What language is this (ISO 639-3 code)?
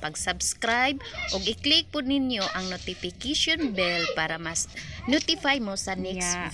ceb